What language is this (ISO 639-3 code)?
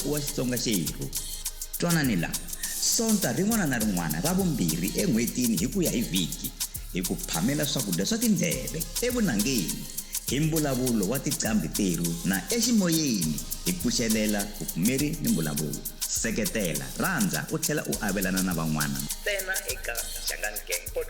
tso